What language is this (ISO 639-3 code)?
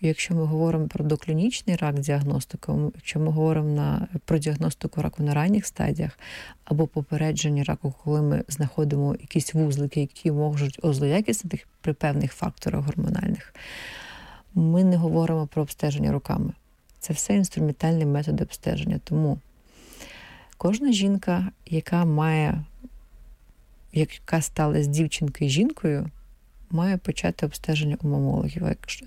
ukr